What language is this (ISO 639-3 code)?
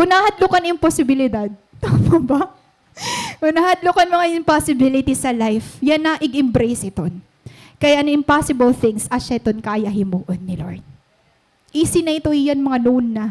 war